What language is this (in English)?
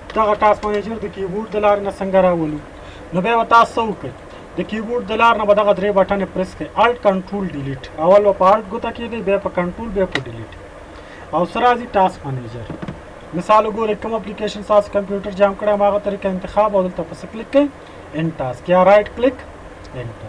Pashto